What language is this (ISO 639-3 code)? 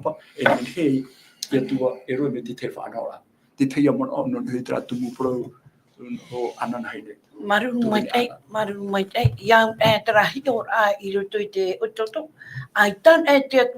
tah